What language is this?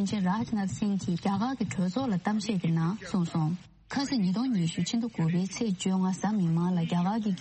Tibetan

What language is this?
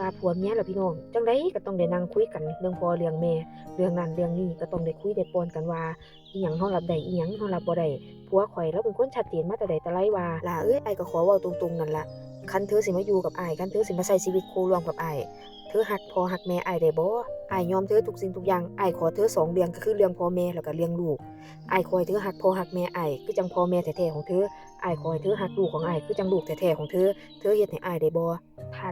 Northeastern Thai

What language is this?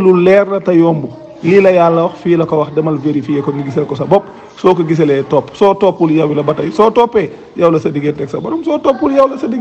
Wolof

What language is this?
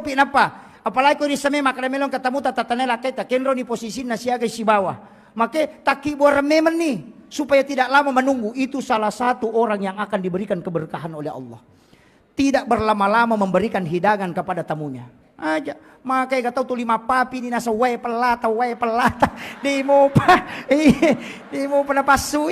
Buginese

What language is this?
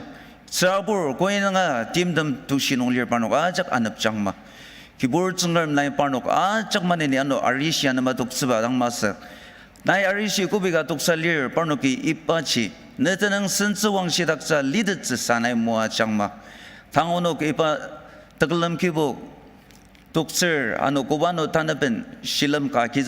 Ao Naga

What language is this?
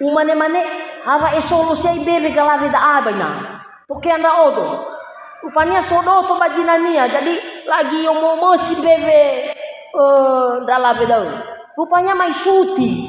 Nias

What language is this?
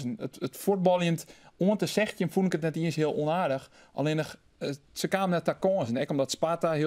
Western Frisian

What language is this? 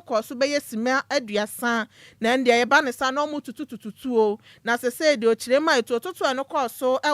Akan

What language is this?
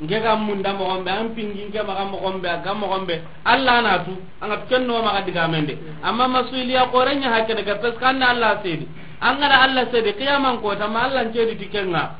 Soninke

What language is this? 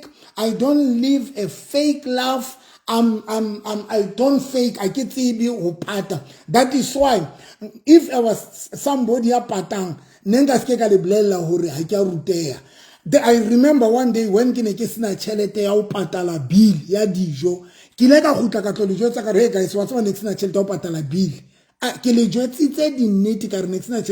Southern Sotho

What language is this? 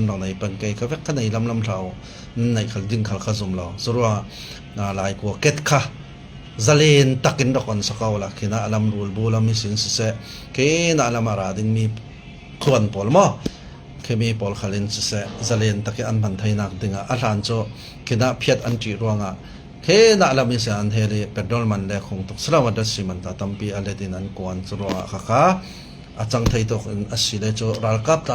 Falam Chin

